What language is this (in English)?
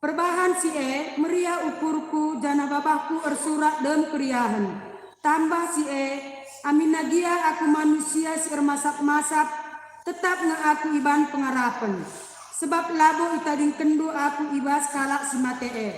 Batak Karo